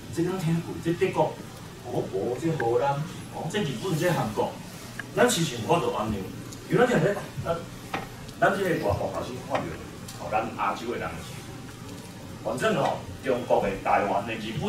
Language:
Min Nan Chinese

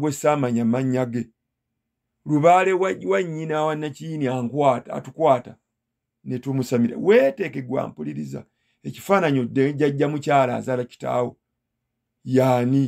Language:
Ganda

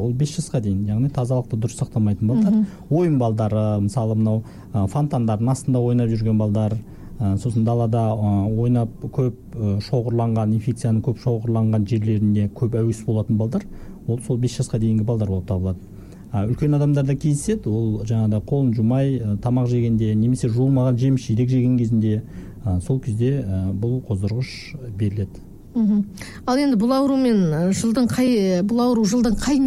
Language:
Kazakh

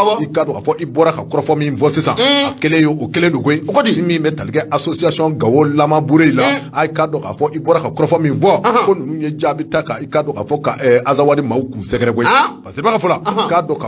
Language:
Bambara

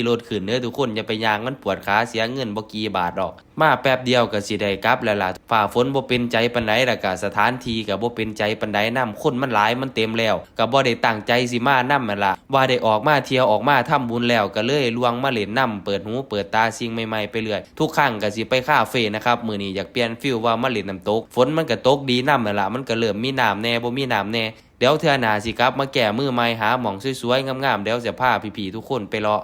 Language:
Northeastern Thai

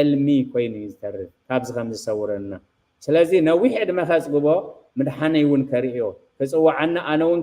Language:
Tigrinya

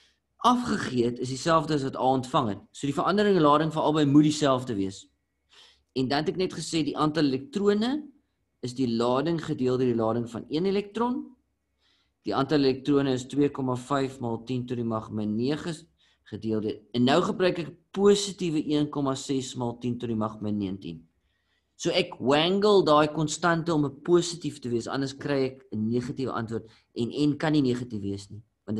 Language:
Afrikaans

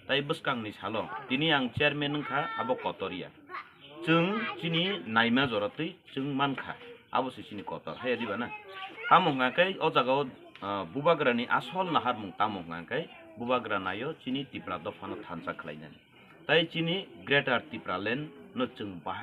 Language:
Kok Borok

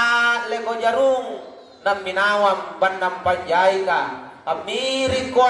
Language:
Makasar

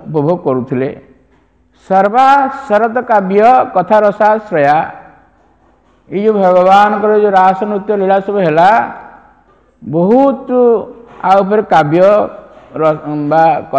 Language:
Odia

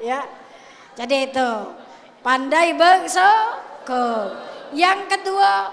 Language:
Musi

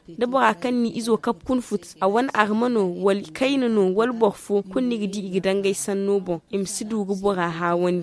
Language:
Zarma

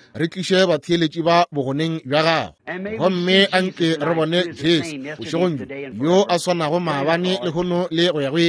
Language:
Northern Sotho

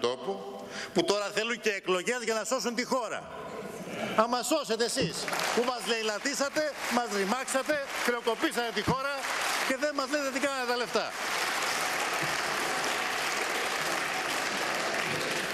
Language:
Greek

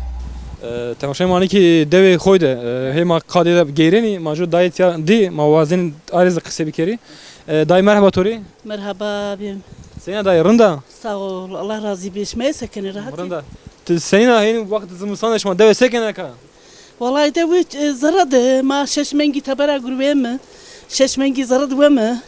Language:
Zaza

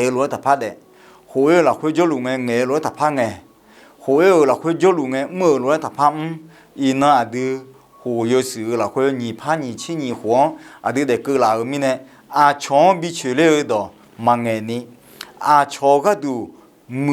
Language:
Akha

